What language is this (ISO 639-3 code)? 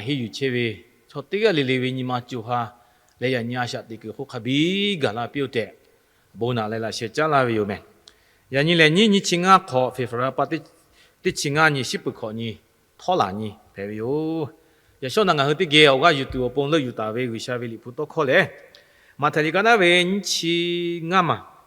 lhu